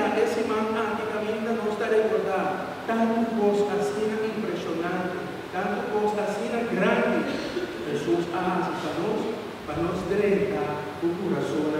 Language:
Papiamento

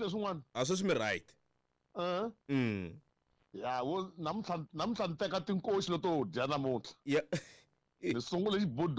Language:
Tsonga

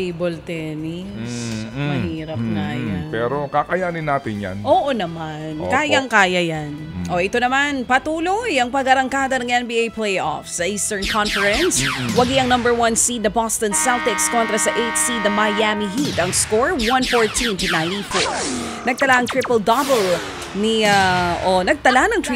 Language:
Filipino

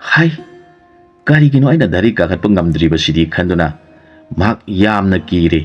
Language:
Manipuri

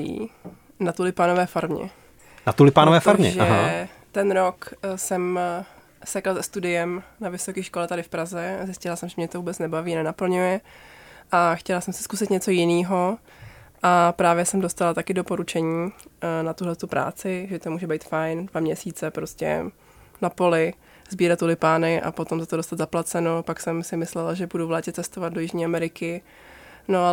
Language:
Czech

